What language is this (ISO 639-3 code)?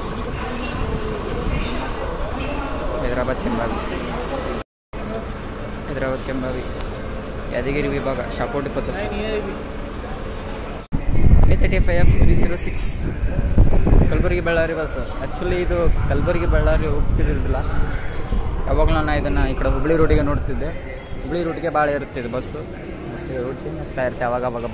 kan